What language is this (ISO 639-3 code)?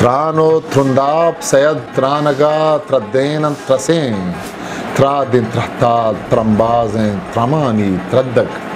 bgp